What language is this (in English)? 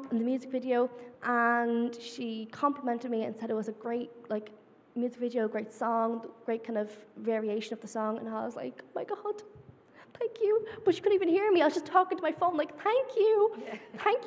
English